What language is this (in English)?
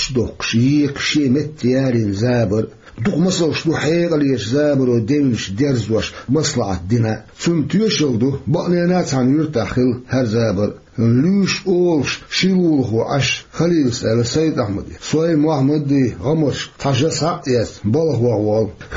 Chechen